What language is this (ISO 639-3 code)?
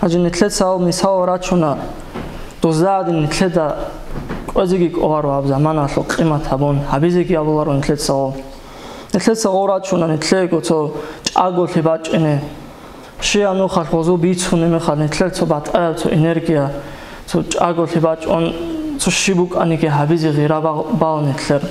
ava